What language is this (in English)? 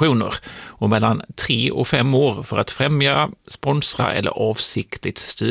Swedish